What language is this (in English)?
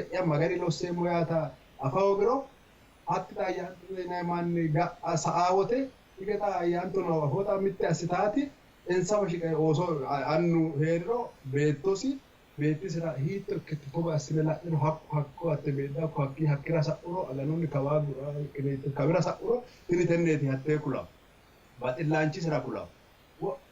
Sidamo